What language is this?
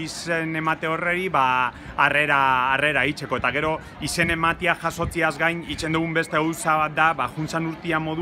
Basque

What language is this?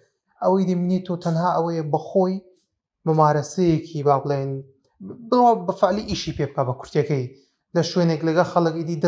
Central Kurdish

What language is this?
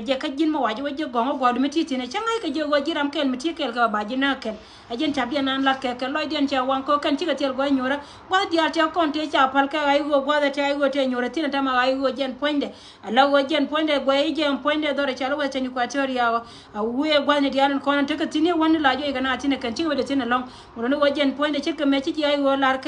Nuer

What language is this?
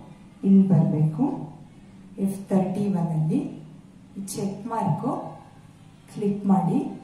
Kannada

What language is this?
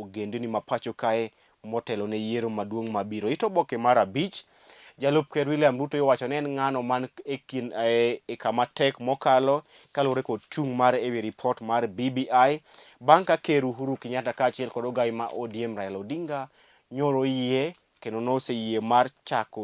Luo (Kenya and Tanzania)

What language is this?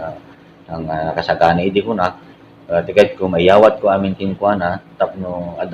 Iloko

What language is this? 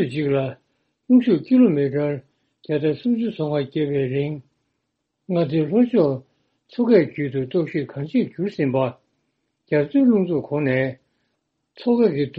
Tibetan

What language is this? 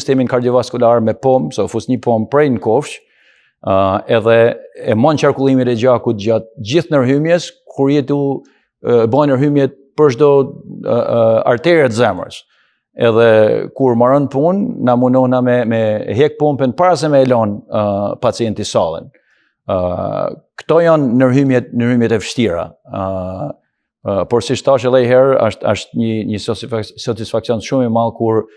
Albanian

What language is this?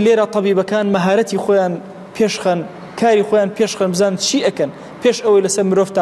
Central Kurdish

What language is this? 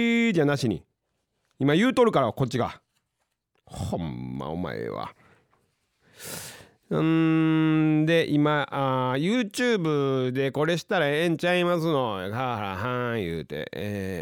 Japanese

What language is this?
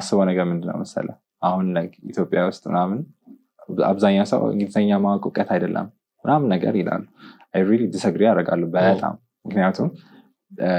Amharic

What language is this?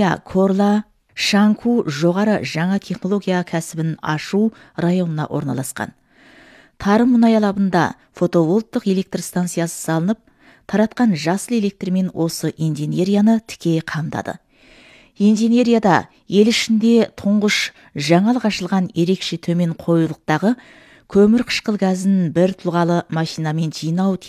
Kazakh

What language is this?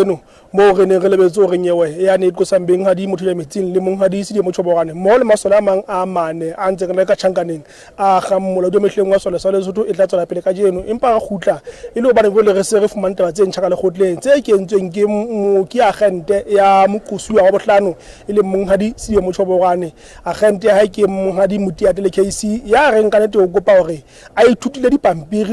Southern Sotho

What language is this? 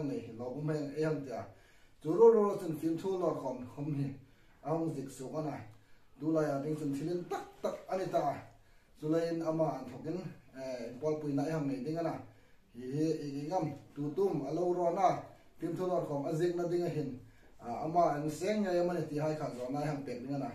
Hmar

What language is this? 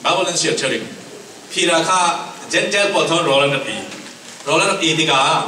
Falam Chin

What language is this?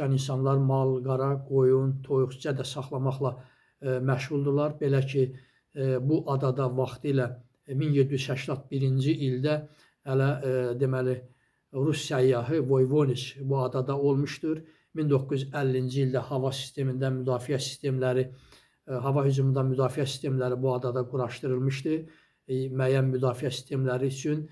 Azerbaijani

